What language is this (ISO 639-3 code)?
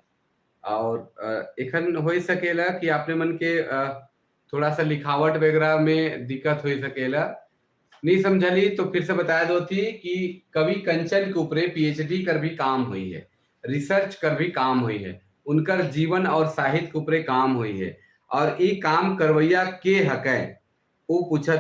sck